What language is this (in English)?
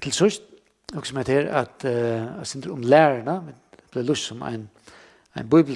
Faroese